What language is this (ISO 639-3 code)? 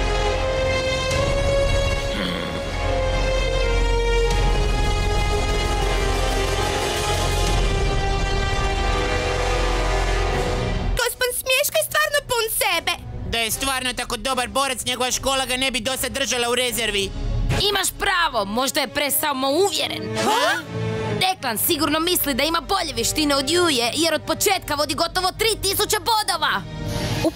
hrv